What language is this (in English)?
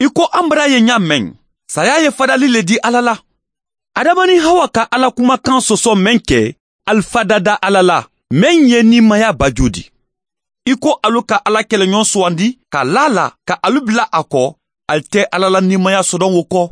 Mandingo